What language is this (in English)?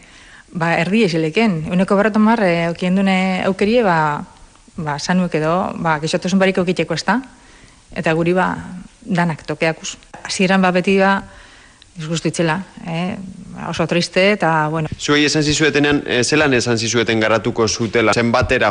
Basque